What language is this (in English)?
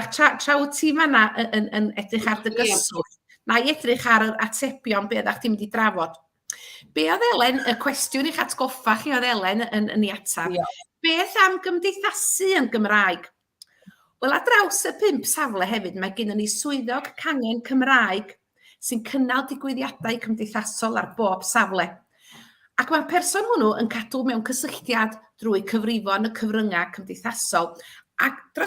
Welsh